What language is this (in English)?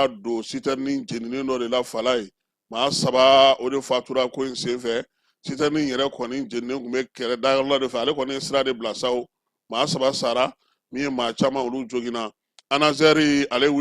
Bambara